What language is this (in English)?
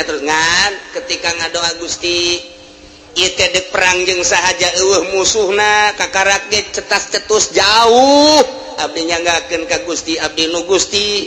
Sundanese